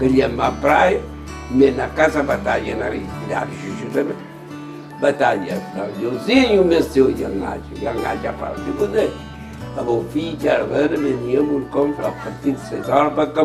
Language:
Kabuverdianu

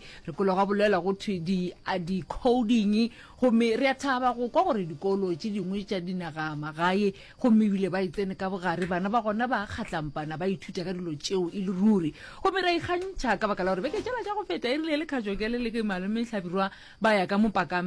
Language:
Northern Sotho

